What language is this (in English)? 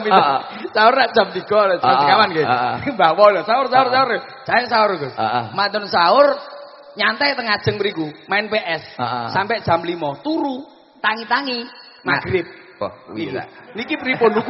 Javanese